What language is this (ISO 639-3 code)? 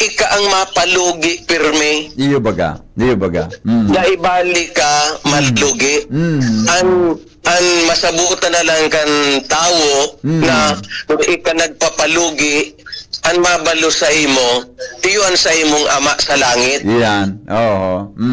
bik